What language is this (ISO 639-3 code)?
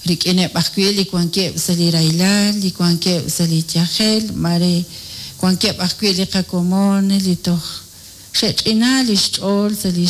kek